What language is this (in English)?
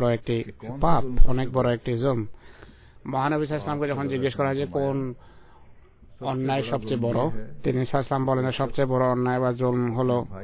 Bangla